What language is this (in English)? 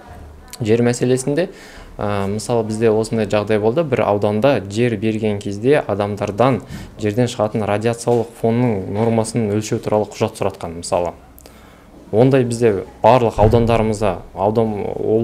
Kazakh